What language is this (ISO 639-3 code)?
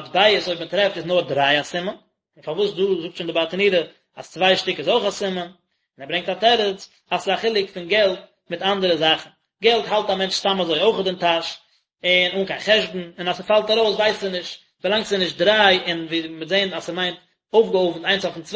yid